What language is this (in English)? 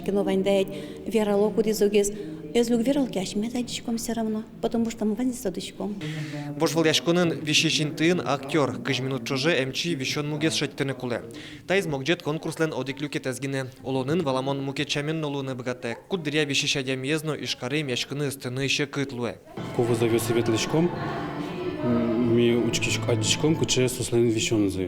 Udmurt